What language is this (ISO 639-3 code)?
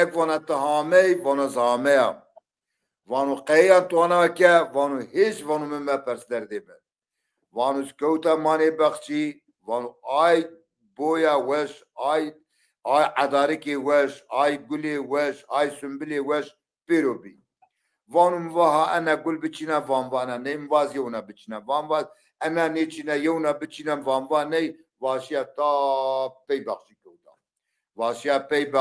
zza